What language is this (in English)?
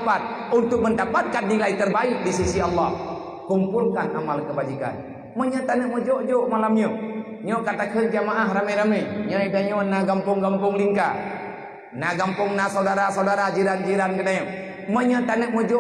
Achinese